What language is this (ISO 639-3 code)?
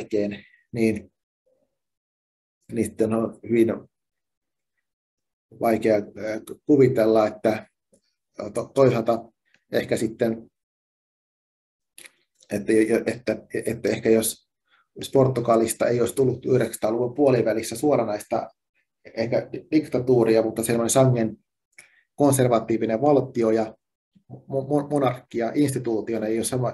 fin